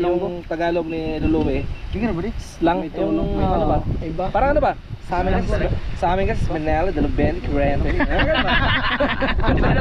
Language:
Filipino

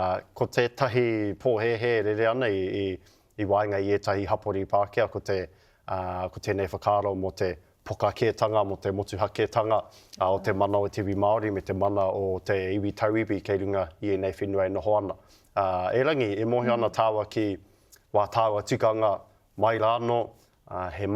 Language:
Māori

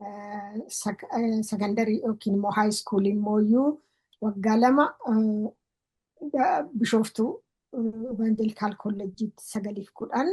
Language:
Oromo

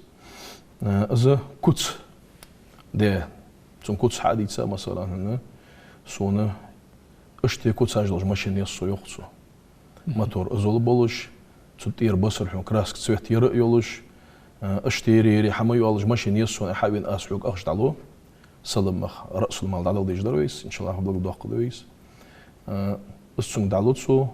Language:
Ingush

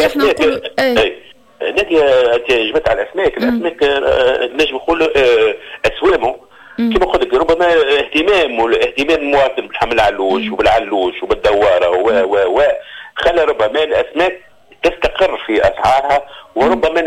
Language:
Tunisian Arabic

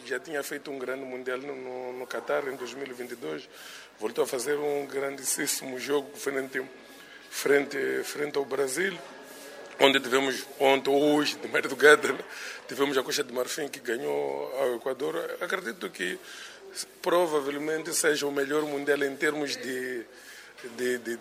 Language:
Portuguese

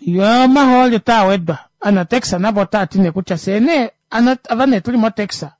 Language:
Kuanyama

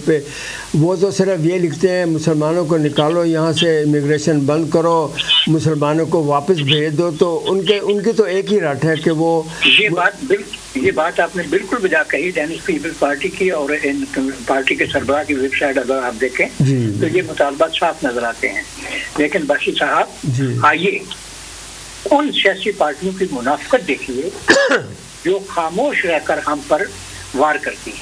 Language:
Urdu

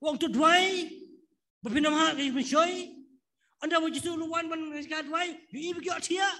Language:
Khasi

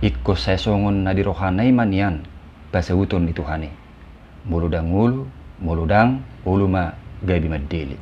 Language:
Batak Toba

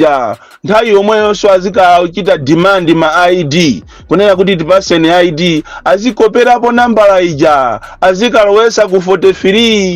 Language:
Nyanja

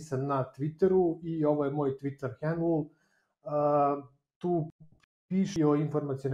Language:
Serbian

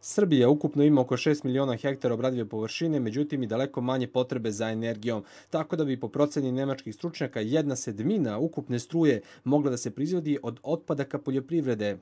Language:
Serbian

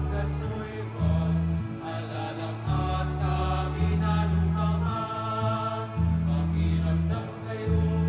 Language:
Pampanga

